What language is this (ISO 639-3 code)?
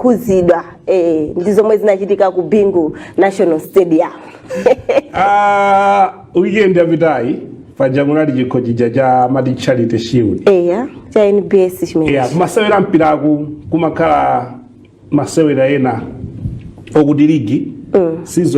nya